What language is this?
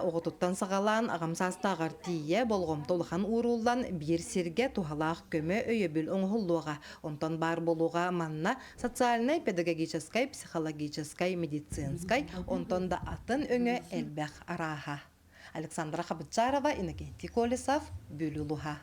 Yakut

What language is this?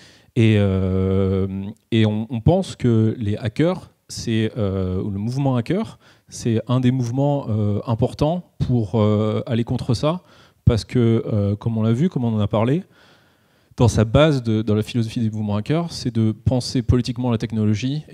French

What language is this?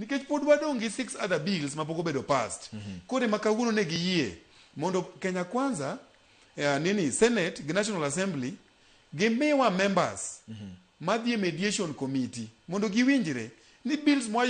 Luo (Kenya and Tanzania)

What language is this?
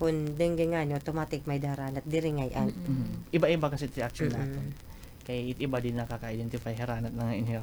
Waray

